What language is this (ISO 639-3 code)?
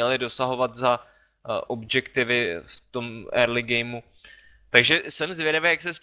ces